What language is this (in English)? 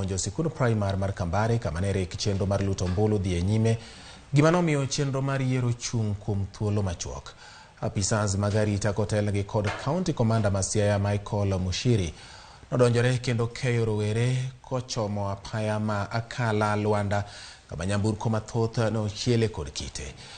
Luo (Kenya and Tanzania)